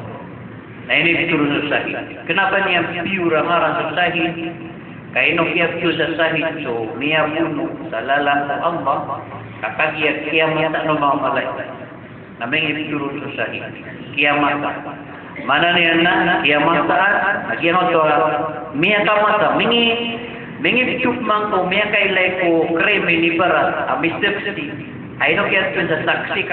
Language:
Maranao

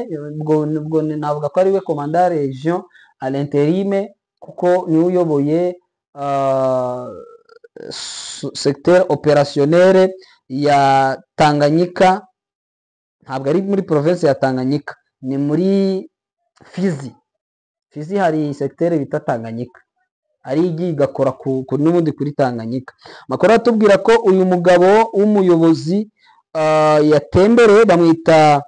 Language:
Kinyarwanda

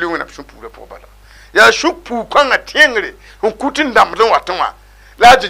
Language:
Mossi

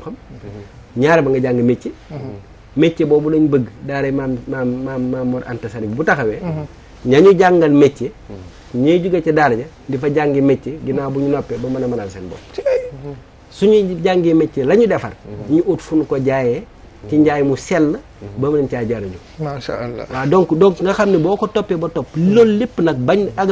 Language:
Wolof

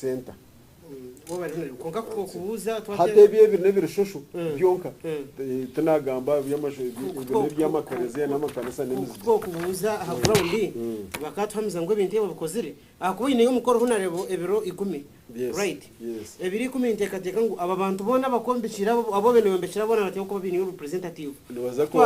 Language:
Nyankole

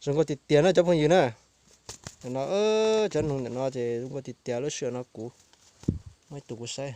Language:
Hmong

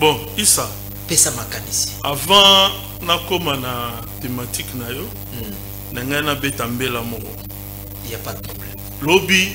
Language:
Lingala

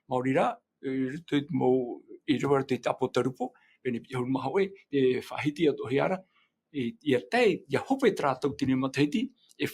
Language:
Tahitian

